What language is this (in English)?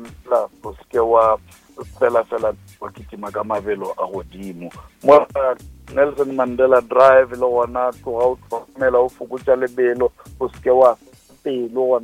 Northern Sotho